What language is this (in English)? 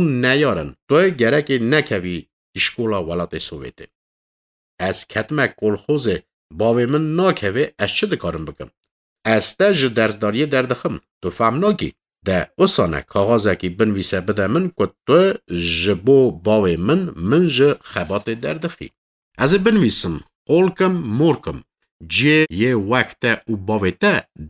Kurdish